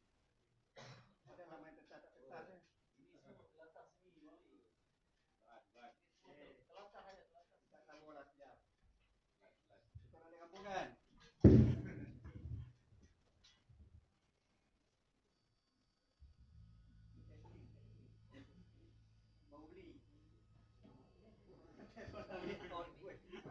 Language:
Malay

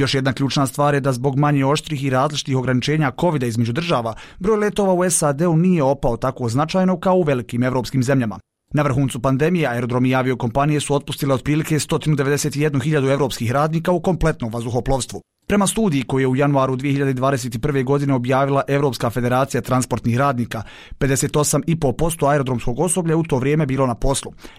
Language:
Bosnian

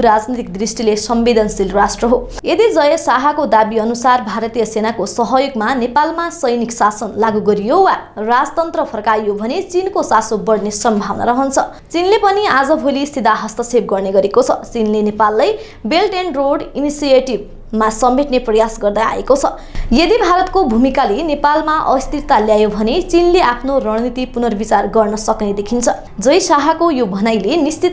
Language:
Nepali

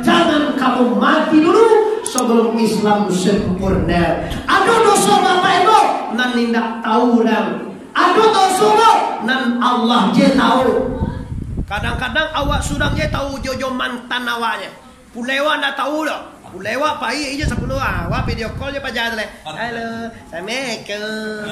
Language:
Minangkabau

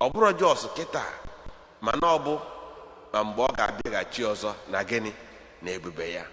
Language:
Igbo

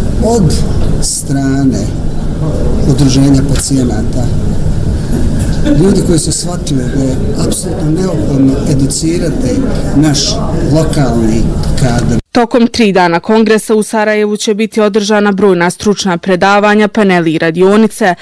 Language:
Bosnian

